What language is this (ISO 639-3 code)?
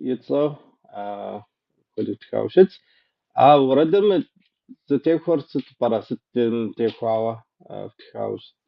kbd